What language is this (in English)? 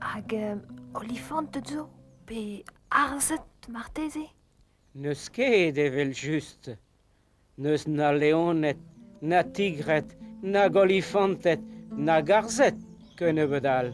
Breton